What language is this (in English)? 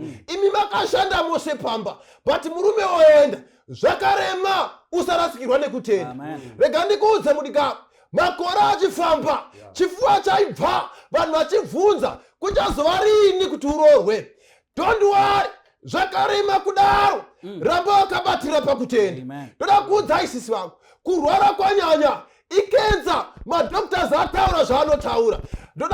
Shona